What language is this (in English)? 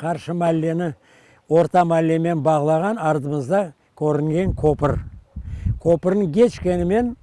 Crimean Tatar